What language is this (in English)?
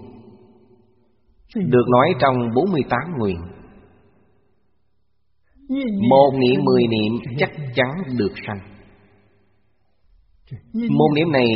Vietnamese